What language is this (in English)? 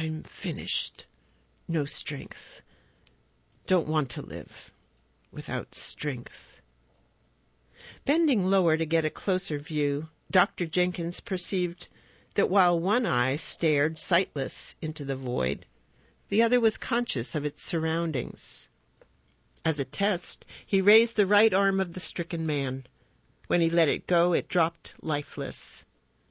English